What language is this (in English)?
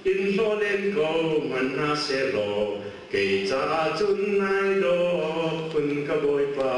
Hakha Chin